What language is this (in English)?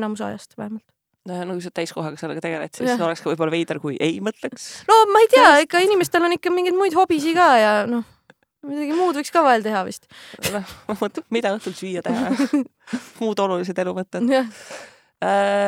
Estonian